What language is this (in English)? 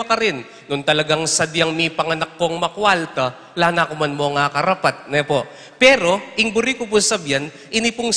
Pampanga